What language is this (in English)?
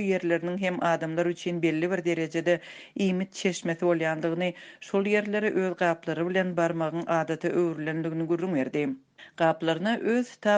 Turkmen